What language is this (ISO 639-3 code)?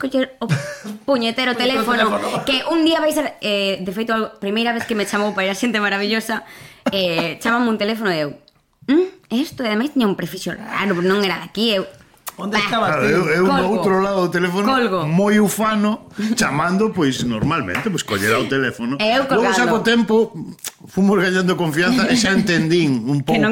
glg